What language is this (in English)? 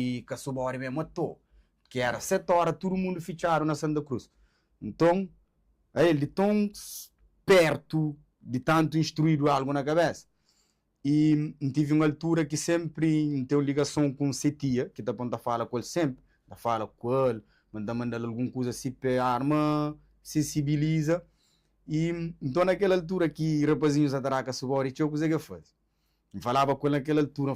Kabuverdianu